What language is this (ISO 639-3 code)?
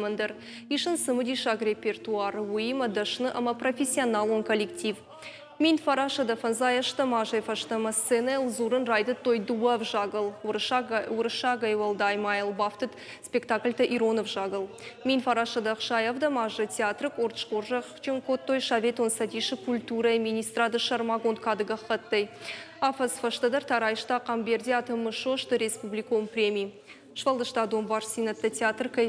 oss